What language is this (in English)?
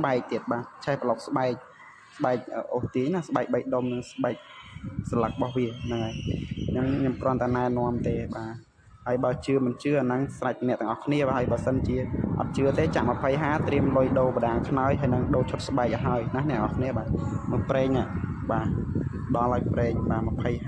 Khmer